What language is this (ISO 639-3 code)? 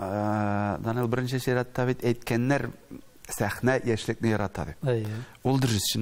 tat